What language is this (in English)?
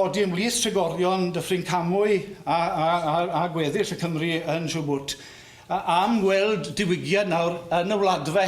Welsh